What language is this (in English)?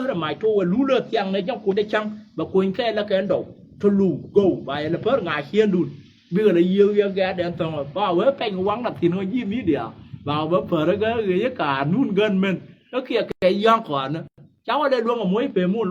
Nuer